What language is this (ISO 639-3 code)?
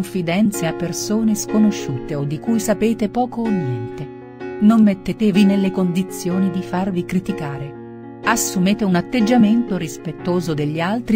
ita